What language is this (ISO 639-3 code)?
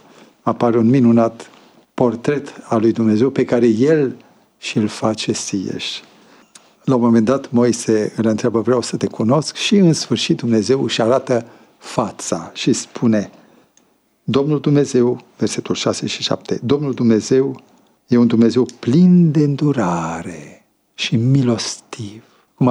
ron